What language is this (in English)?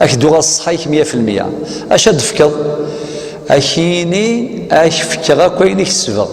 Kabyle